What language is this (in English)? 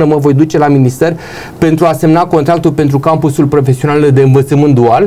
Romanian